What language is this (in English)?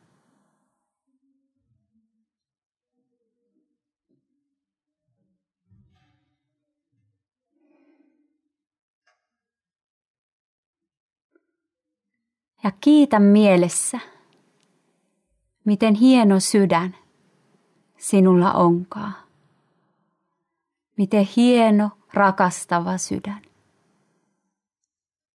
Finnish